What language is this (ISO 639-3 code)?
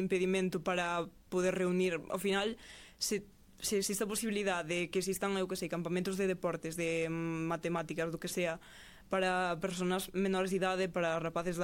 glg